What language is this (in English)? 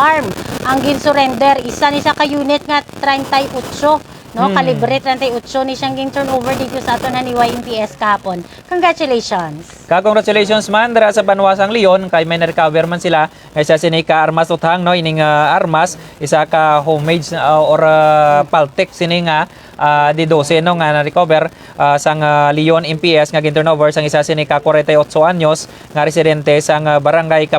Hiligaynon